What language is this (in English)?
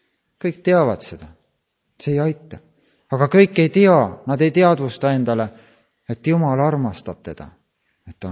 Estonian